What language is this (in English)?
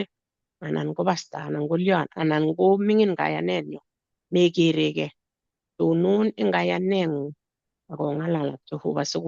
Kalenjin